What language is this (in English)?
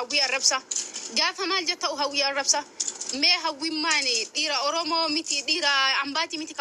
Oromo